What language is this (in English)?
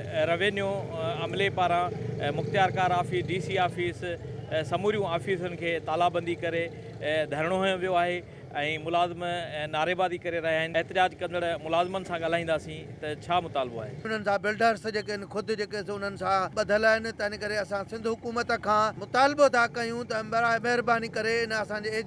Sindhi